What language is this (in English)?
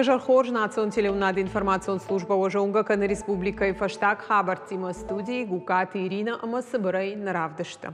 Ossetic